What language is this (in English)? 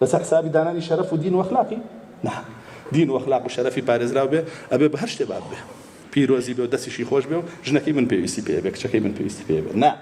Central Kurdish